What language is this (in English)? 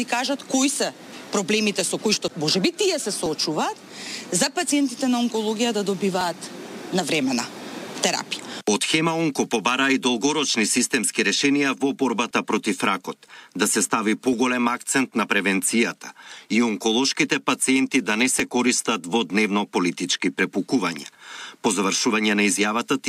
Macedonian